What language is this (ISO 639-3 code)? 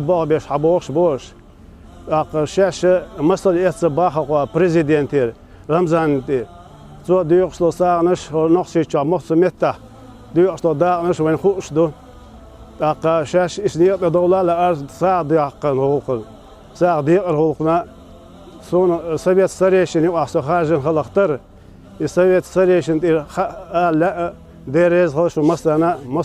che